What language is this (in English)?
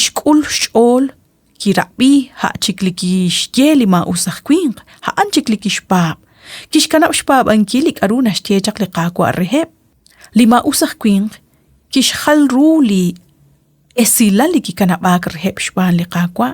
Kekchí